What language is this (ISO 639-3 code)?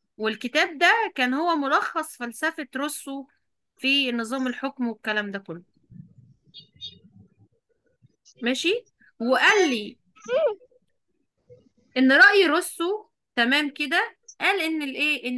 arz